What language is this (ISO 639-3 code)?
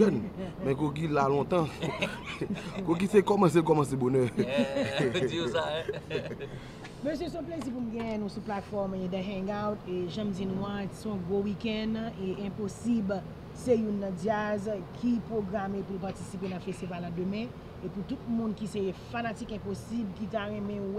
hat